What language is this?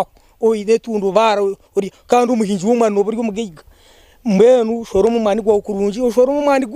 Nyankole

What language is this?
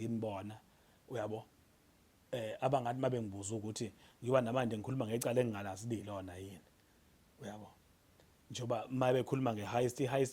Zulu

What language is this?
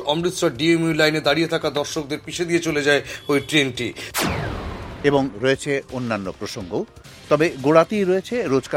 Bangla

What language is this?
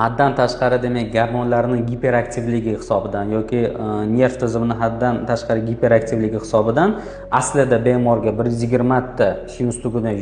Uzbek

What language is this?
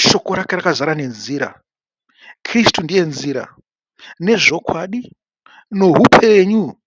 Shona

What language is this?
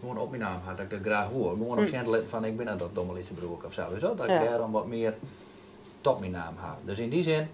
Western Frisian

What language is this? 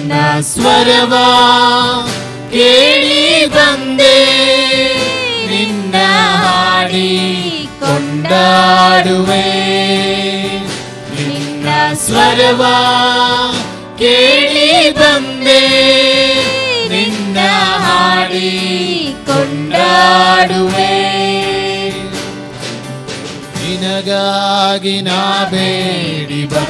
Kannada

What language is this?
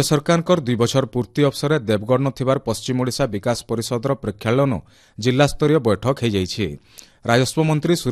Odia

